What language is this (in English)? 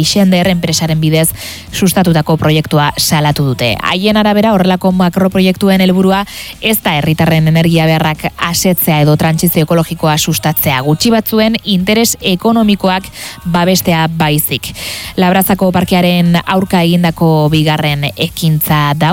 Basque